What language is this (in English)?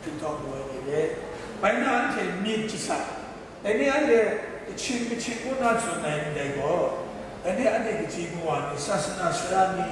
Kachin